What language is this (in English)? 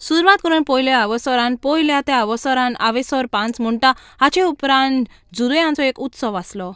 Konkani